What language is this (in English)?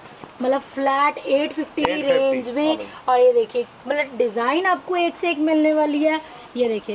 Hindi